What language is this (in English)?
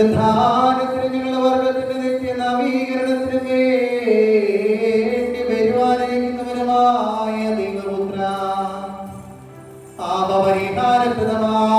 Malayalam